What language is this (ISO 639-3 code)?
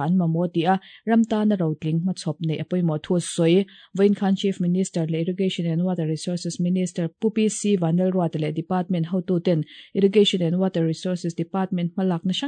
lus